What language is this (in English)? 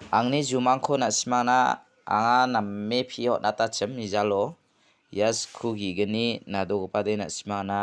Garo